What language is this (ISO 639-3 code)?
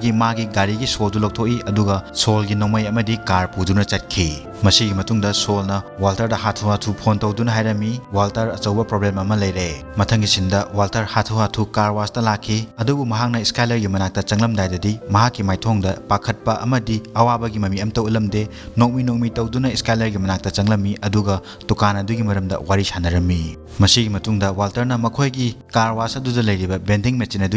mni